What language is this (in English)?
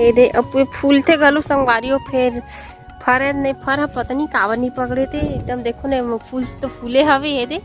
Chhattisgarhi